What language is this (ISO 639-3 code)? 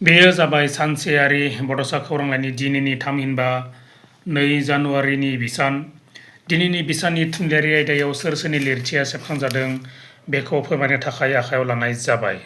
brx